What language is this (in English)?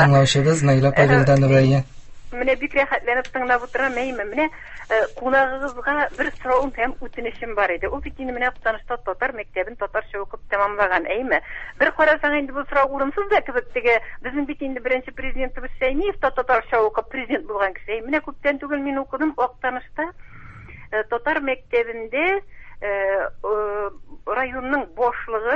Tatar